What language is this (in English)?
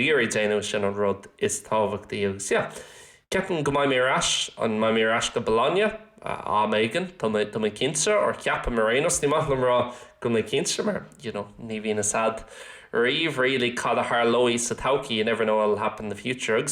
Irish